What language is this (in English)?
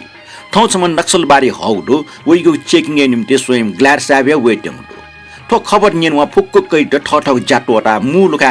Newari